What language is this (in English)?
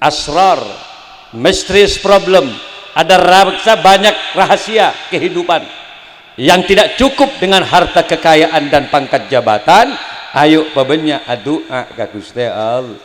Madurese